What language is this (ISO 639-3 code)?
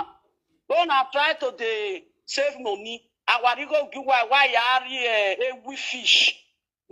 pcm